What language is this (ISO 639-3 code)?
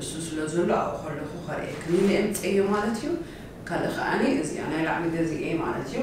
tir